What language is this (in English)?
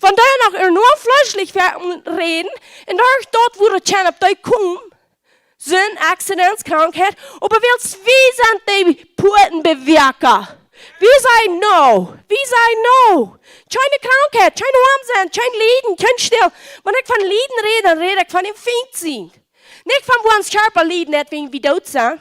Plautdietsch